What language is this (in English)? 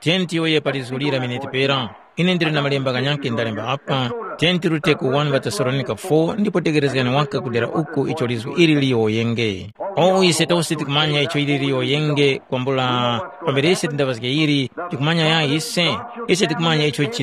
Tumbuka